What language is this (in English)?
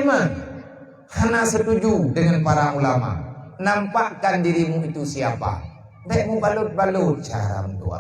Achinese